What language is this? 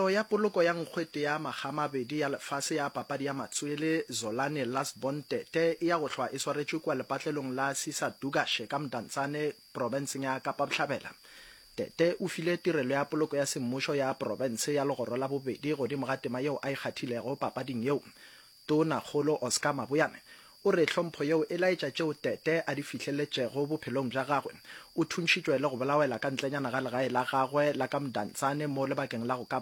Northern Sotho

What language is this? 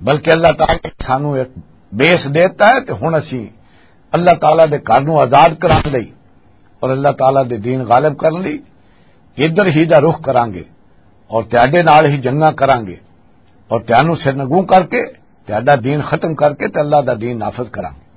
Western Panjabi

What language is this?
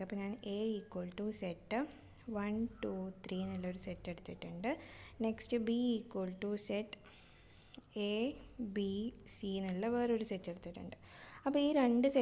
Malayalam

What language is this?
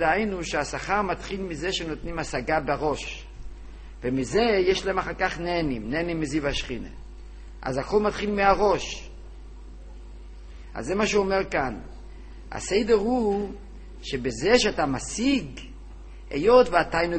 Hebrew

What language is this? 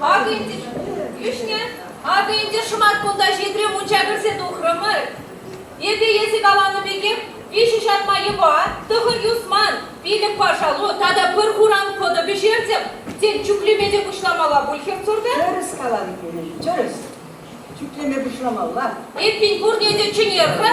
Chuvash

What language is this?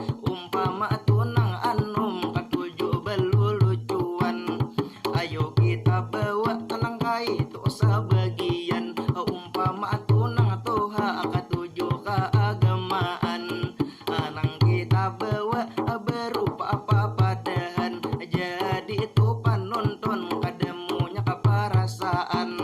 Banjar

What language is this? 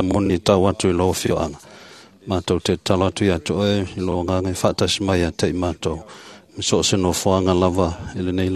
Samoan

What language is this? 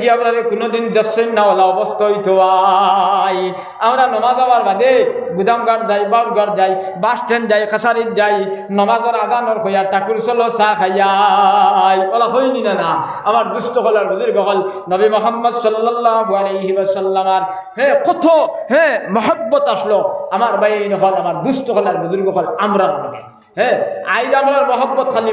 Sylheti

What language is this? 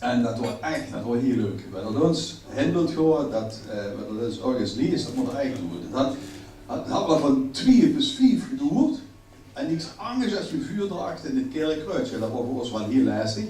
Limburgish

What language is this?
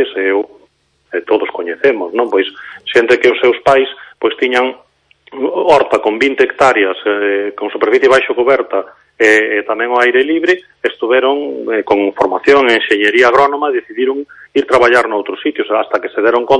Galician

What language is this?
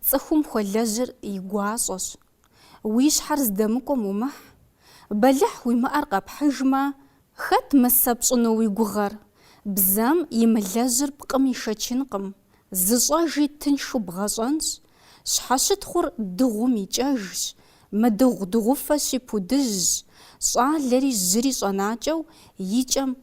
Kabardian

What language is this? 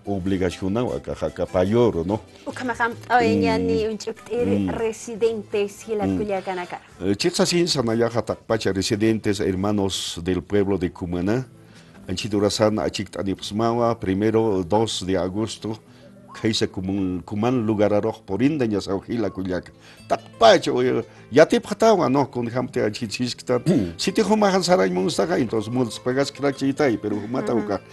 Aymara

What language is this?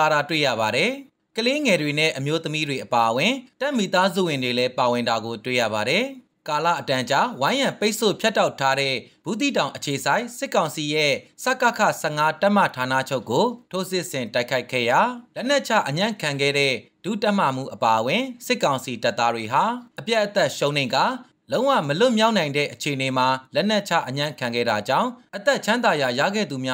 Burmese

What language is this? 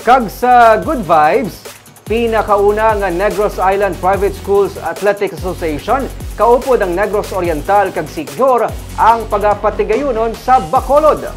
Hiligaynon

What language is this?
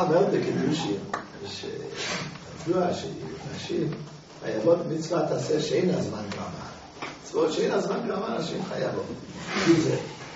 Hebrew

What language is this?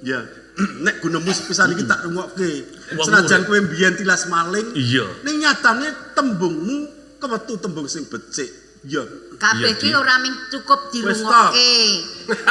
Javanese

